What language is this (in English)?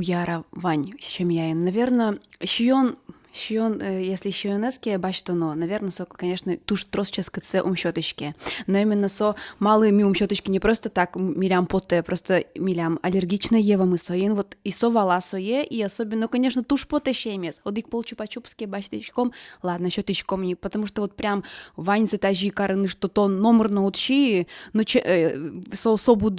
Udmurt